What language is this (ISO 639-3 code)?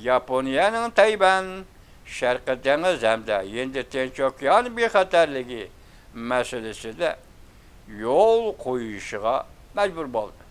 uig